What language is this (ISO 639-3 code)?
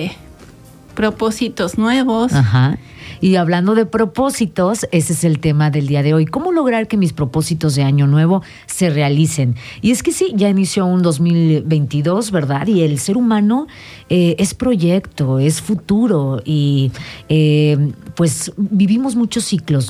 spa